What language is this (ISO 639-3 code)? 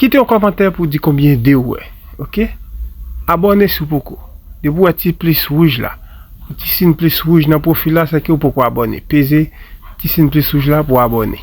hat